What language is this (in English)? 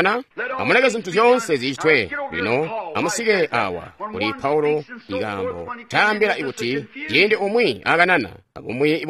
Tonga (Zambia)